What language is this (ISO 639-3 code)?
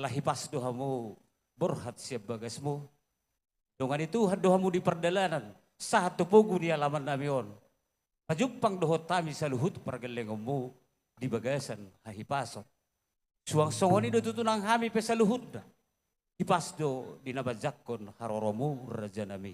bbc